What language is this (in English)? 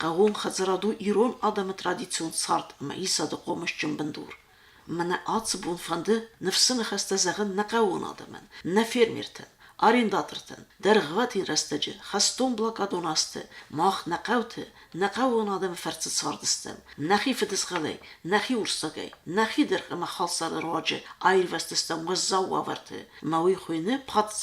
Ossetic